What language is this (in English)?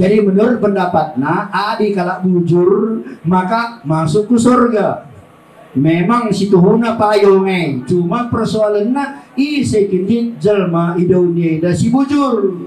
Batak Karo